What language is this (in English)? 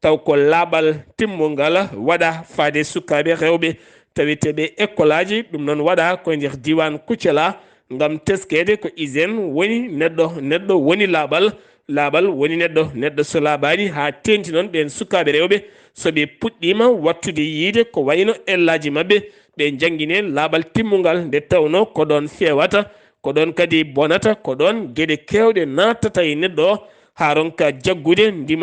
Fula